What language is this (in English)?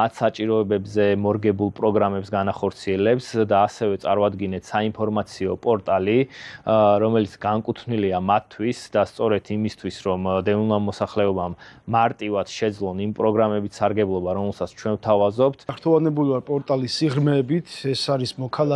Georgian